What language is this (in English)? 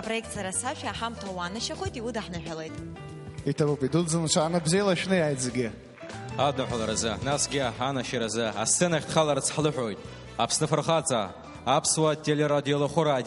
Abkhazian